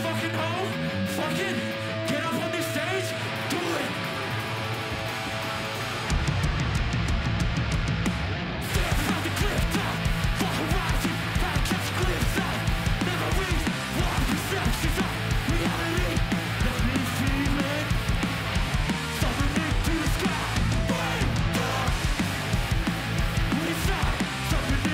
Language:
English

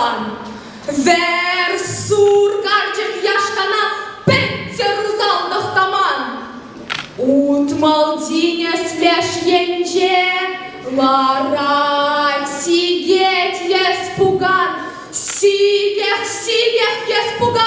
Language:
Chuvash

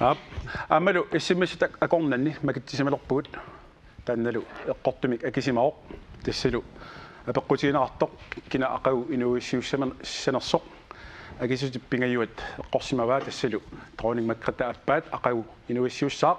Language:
Kalaallisut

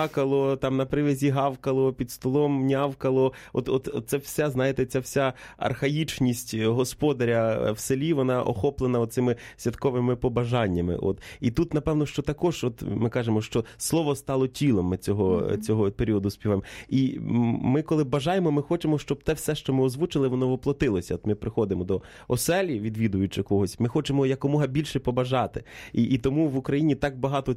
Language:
Ukrainian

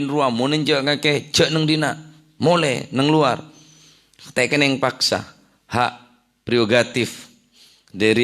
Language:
Madurese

